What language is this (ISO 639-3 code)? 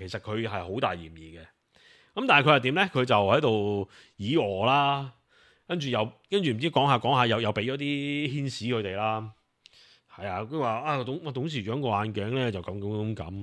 yue